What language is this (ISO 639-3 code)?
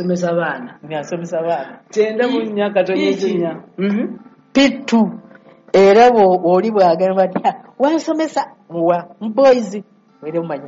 lug